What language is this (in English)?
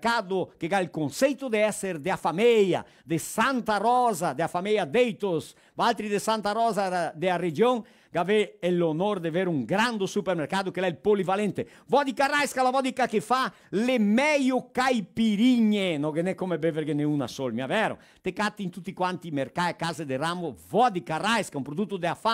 Venetian